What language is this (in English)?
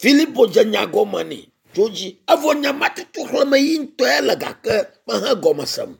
Ewe